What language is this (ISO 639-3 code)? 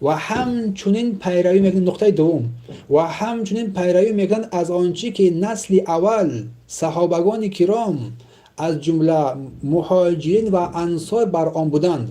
tgk